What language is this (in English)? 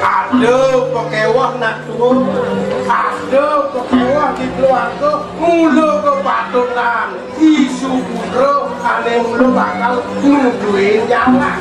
Balinese